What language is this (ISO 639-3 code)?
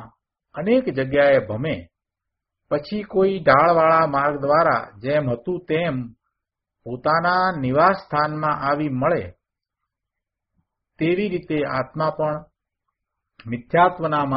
guj